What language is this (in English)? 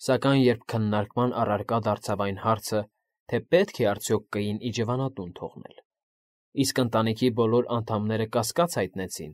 Armenian